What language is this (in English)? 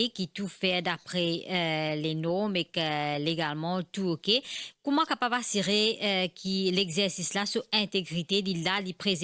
Morisyen